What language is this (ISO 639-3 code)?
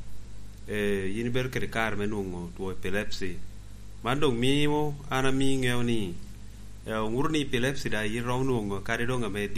laj